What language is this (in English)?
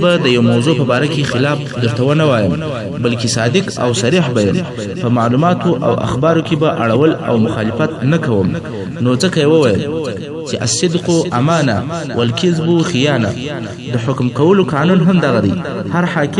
Pashto